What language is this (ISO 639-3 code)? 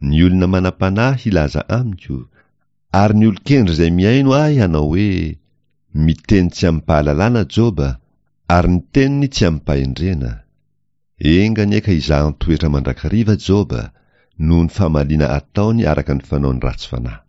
mlg